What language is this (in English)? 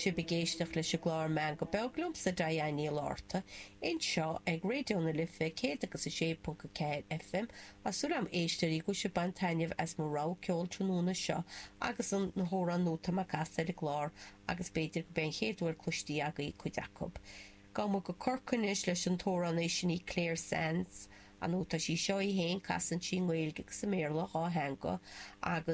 Irish